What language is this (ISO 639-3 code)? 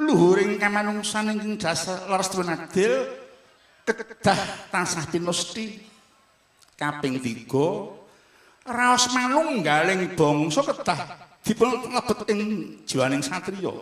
jav